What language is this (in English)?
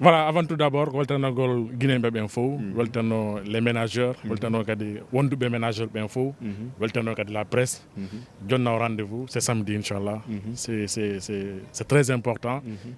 Fula